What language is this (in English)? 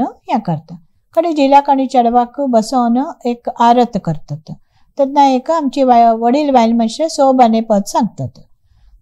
Konkani